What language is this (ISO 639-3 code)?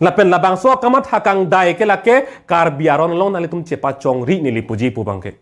mjw